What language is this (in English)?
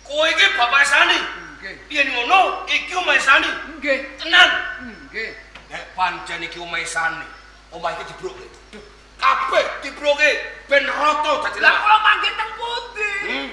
Javanese